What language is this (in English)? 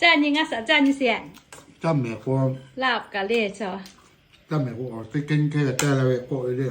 Lahu